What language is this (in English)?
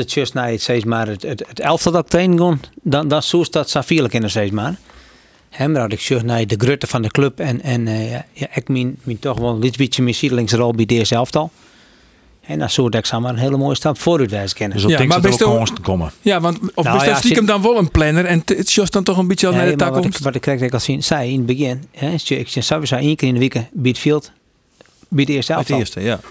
Western Frisian